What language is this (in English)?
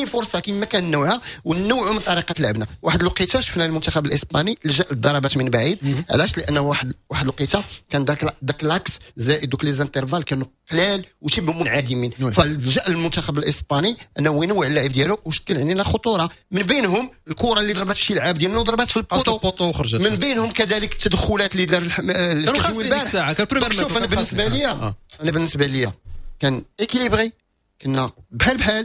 Moroccan Arabic